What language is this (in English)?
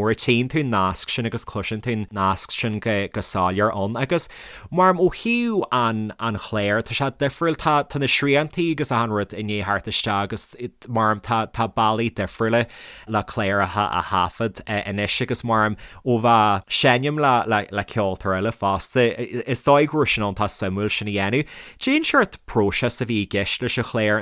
Irish